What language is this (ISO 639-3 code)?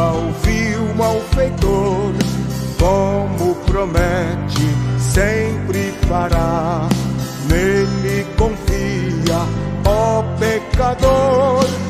por